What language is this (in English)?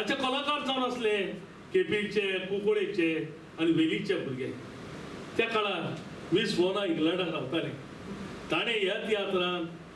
Konkani